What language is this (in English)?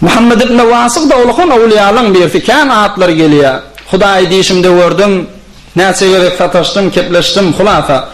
Turkmen